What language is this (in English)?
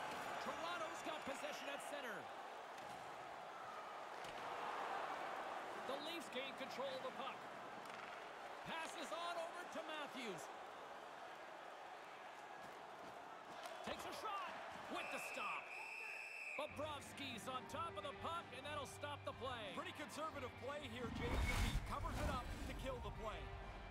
English